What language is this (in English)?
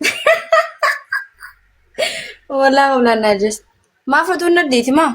Oromo